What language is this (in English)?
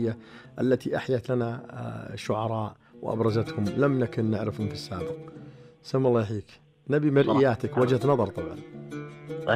Najdi Arabic